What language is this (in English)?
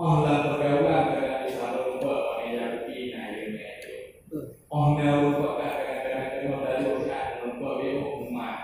Achinese